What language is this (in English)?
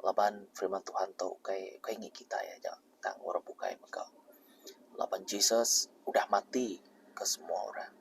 Iban